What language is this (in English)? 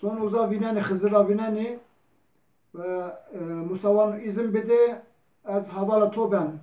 Zaza